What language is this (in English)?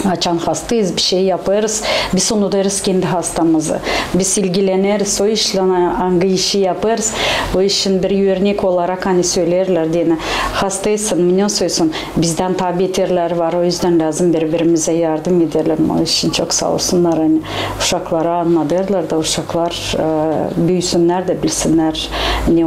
Gagauz